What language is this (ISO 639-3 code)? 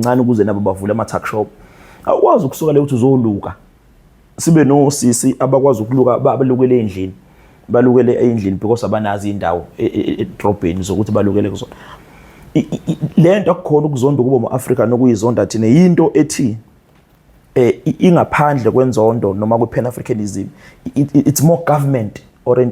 zul